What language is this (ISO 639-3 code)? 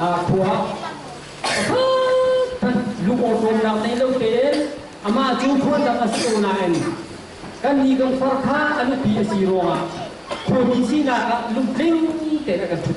cnh